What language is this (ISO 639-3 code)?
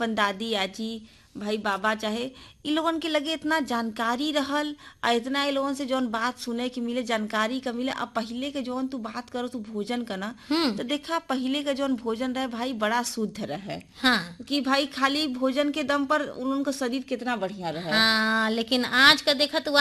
bho